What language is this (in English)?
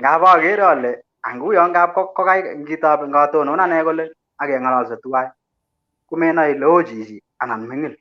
Kalenjin